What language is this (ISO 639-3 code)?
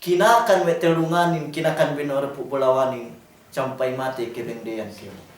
yka